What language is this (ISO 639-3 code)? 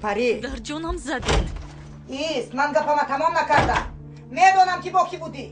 tgk